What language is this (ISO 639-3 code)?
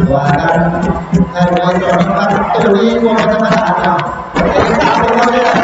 lao